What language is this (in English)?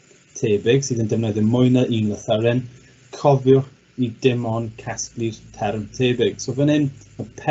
Welsh